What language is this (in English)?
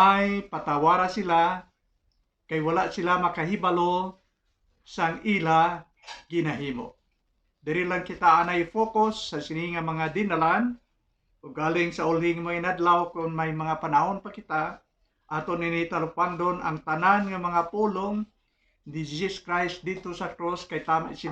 Hiligaynon